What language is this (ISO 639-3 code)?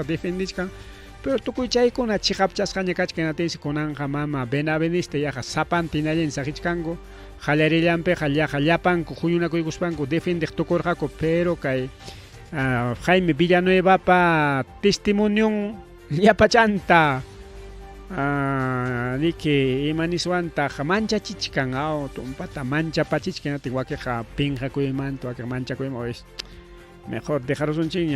quy